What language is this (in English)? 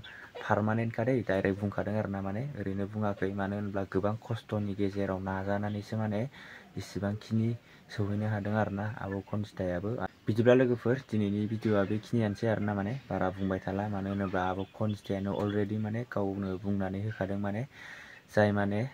Bodo